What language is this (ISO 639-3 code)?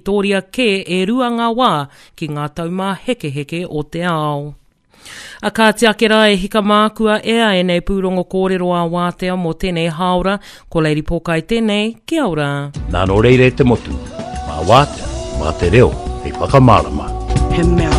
mri